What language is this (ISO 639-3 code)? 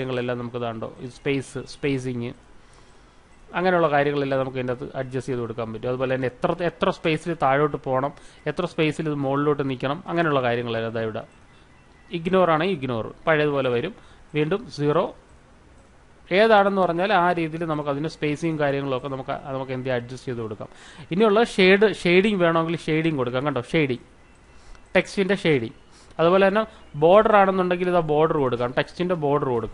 mal